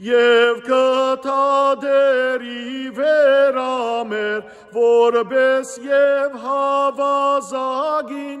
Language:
Western Armenian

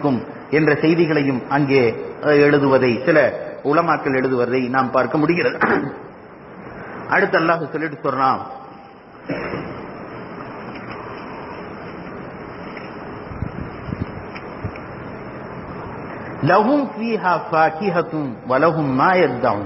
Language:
Tamil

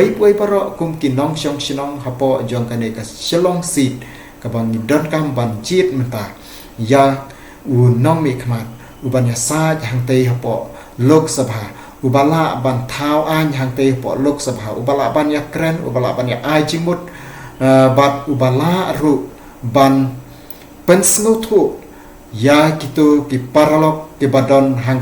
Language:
Khasi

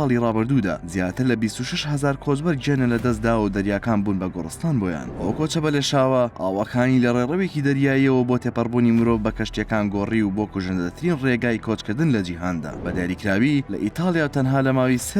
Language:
Central Kurdish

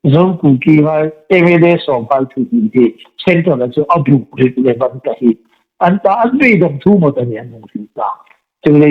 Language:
Hmar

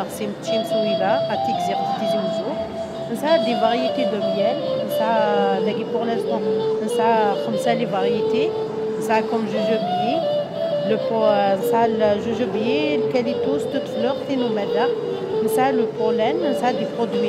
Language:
Kabyle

